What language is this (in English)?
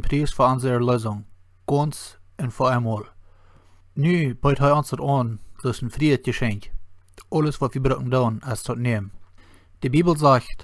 Plautdietsch